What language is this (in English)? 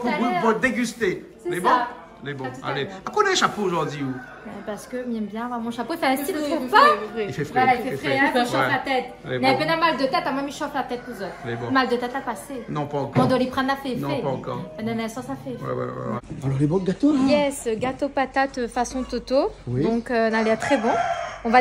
Réunion Creole French